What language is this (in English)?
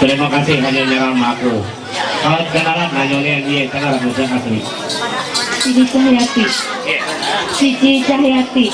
Ma'anyan